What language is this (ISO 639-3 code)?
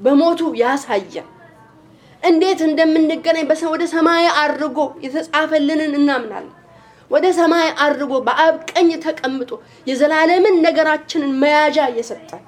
amh